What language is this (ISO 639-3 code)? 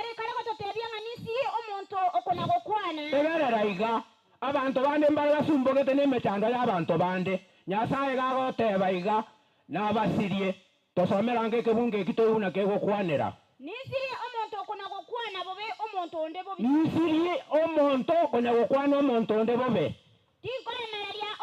guz